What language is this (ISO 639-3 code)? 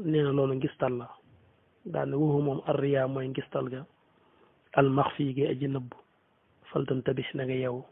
wol